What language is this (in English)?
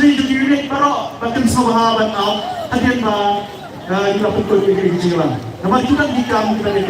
Khasi